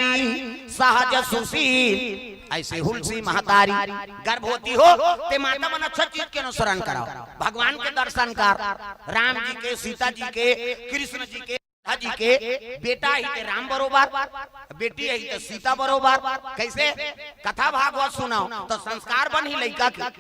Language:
Chhattisgarhi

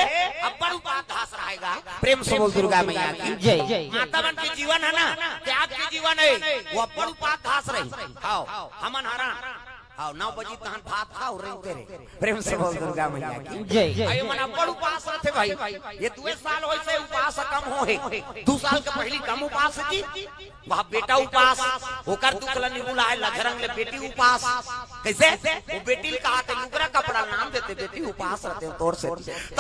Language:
Chhattisgarhi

